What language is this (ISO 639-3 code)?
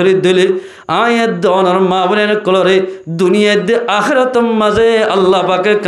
rhg